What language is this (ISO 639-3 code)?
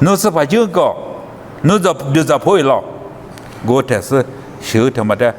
lis